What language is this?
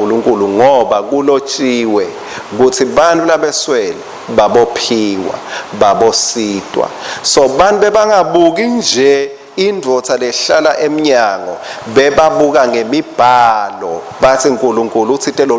Swati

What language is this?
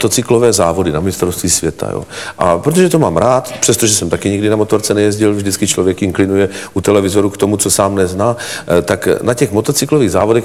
Czech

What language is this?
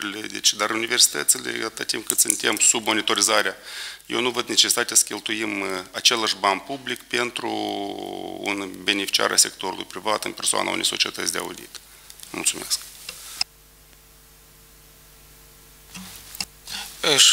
Romanian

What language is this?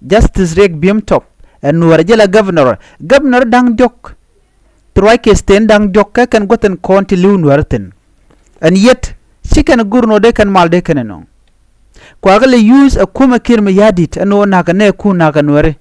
Nuer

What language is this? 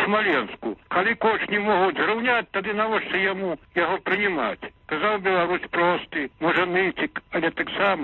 Belarusian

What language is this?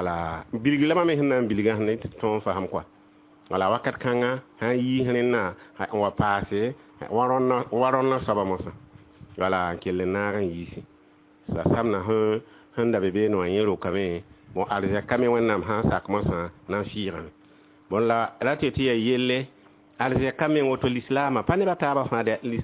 Mossi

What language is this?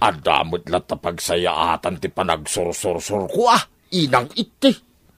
Iloko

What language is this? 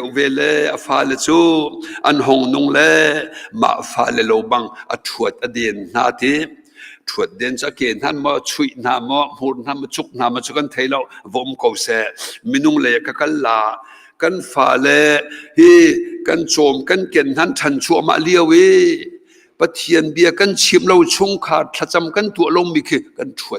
Hakha Chin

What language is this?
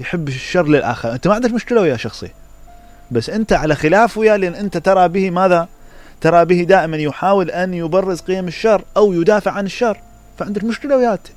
Mesopotamian Arabic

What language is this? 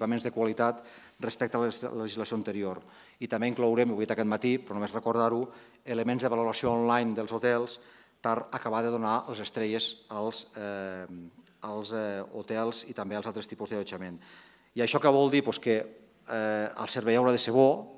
Catalan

